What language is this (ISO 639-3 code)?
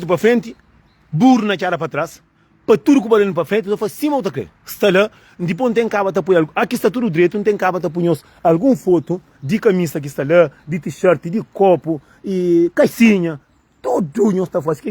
kea